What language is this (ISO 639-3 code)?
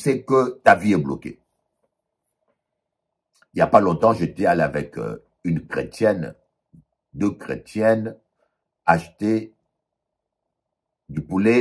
fra